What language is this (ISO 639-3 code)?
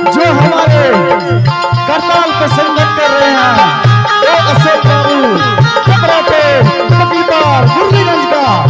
anp